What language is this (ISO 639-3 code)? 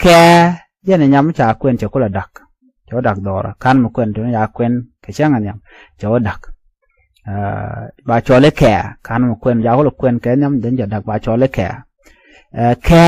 nus